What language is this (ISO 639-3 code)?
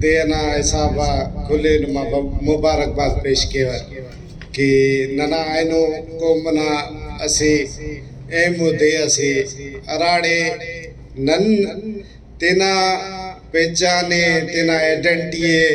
brh